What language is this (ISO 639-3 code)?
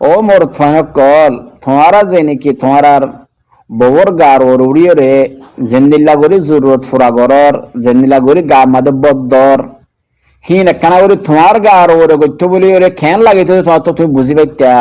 rhg